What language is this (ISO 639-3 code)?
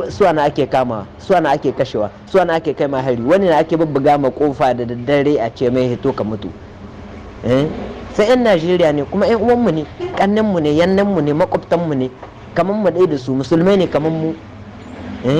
hau